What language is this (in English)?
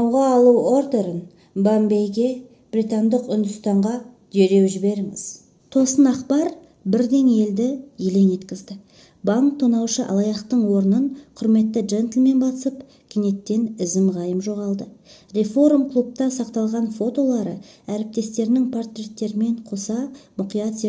Kazakh